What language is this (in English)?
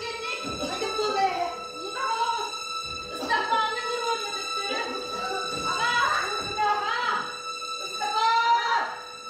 Yakut